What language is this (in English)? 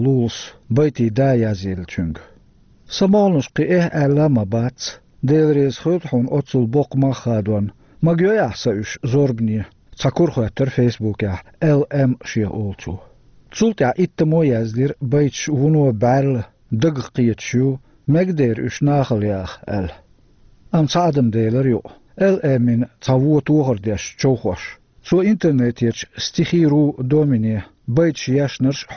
Chechen